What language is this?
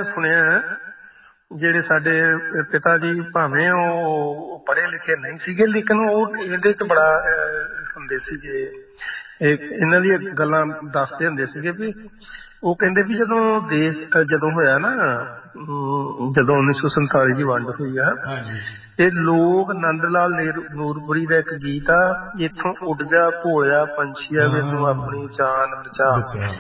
Punjabi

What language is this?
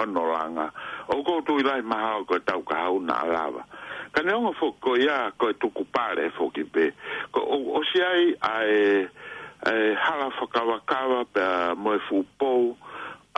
Tongan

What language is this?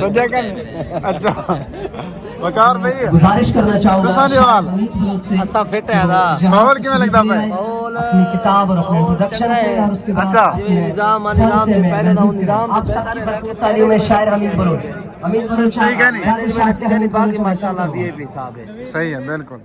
Saraiki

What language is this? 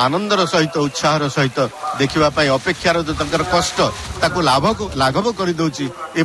Odia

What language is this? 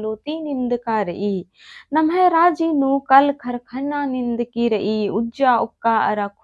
Kurukh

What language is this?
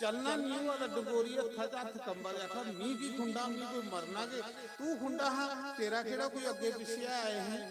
Dogri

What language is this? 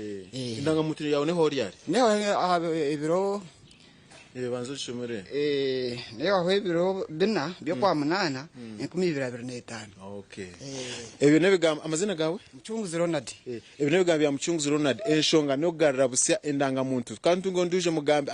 Nyankole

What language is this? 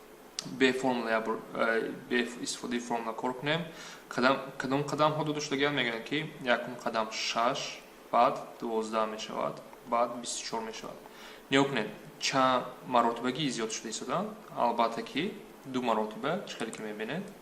Tajik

